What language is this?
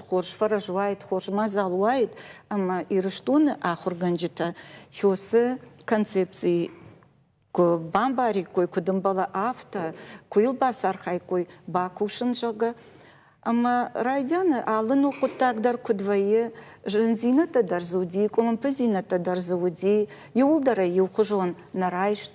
Ossetic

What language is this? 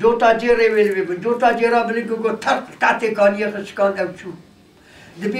Kurdish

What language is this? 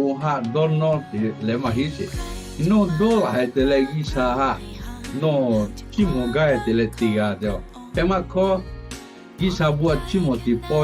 Lahu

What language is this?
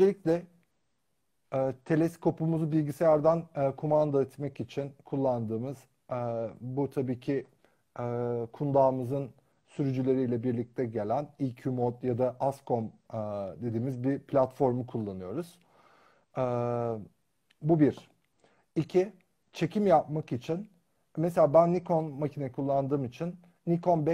Turkish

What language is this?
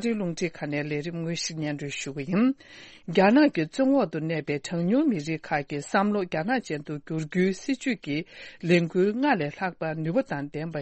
Tibetan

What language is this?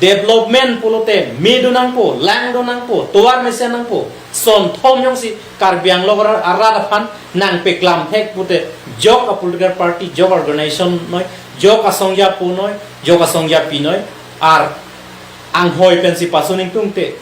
Karbi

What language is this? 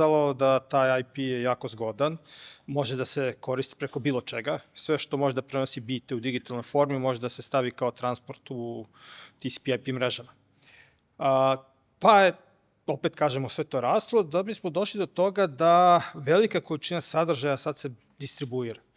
Serbian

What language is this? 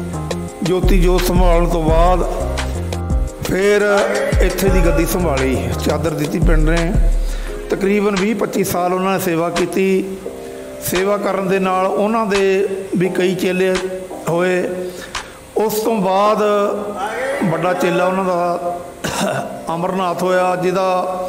Punjabi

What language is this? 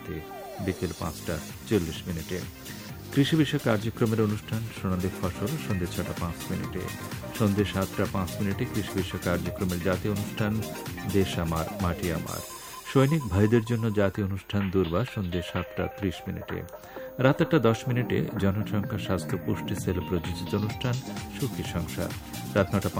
Bangla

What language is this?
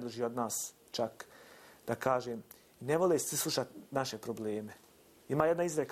Bosnian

